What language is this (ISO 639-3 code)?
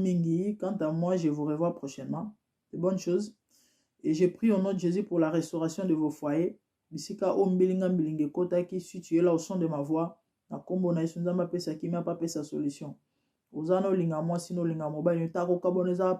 lin